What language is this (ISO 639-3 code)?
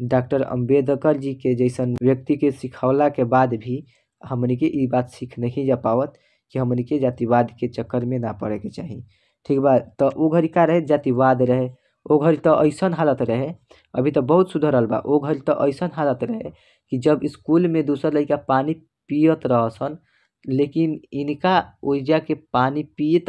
bho